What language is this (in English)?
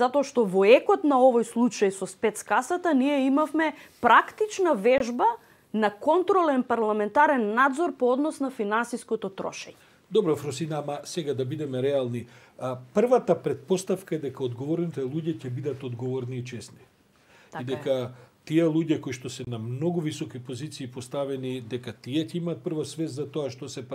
Macedonian